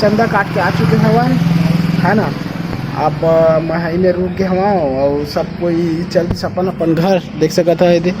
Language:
Chhattisgarhi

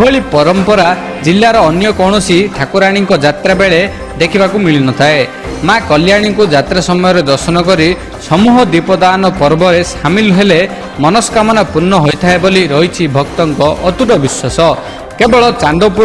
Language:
Odia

